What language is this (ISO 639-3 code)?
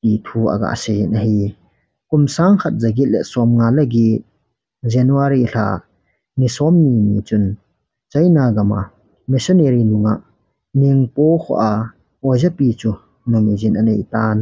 tcz